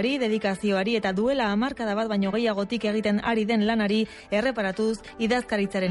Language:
Basque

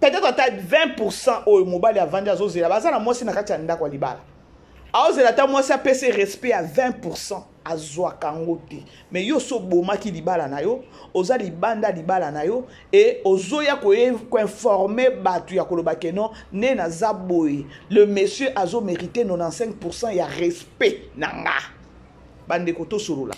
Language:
Lingala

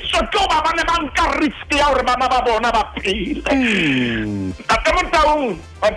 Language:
Southern Sotho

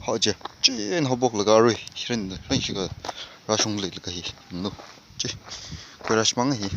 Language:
Tangkhul Naga (India)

